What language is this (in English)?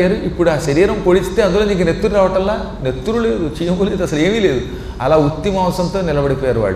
Telugu